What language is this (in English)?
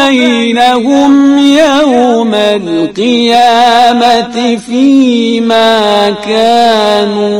Persian